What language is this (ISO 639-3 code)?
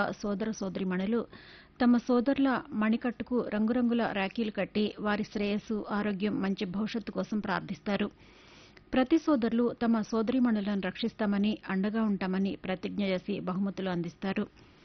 tel